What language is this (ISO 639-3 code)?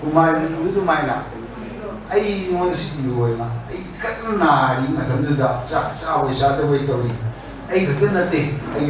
mni